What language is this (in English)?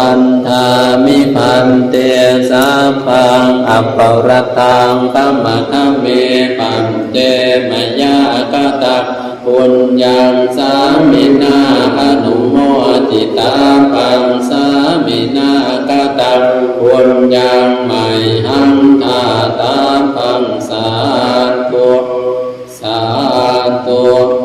Pali